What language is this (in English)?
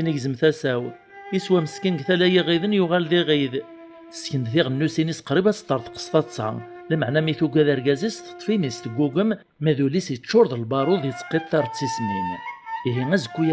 Kabyle